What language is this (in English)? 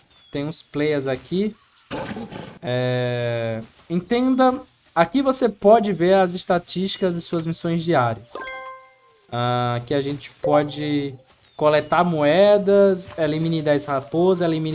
Portuguese